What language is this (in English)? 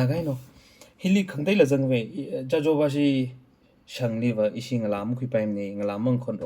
Tangkhul Naga (India)